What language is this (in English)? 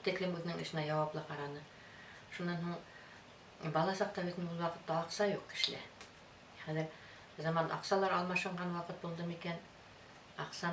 Bashkir